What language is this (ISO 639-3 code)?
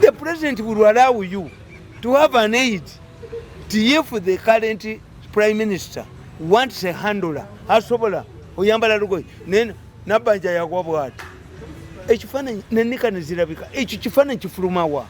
lug